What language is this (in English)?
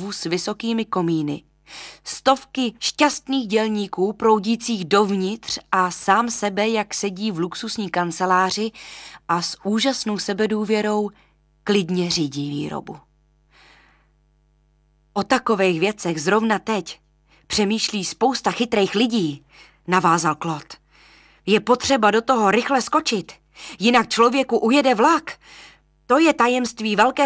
Czech